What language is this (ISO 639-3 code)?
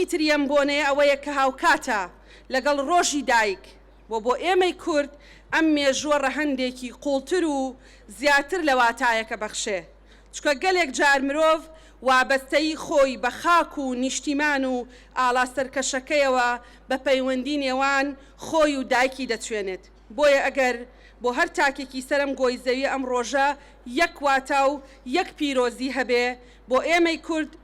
ckb